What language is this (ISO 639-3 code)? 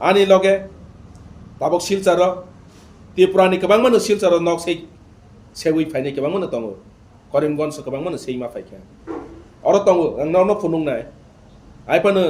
trp